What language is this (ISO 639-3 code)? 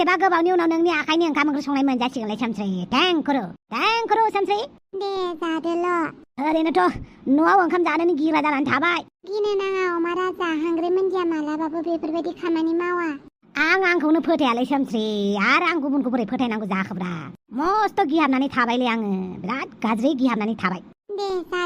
brx